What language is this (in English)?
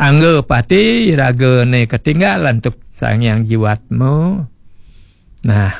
Balinese